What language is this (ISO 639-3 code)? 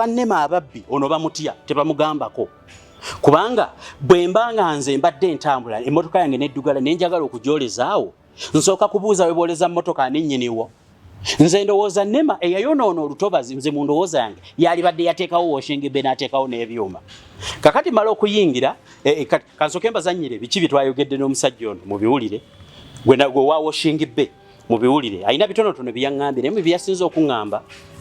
lug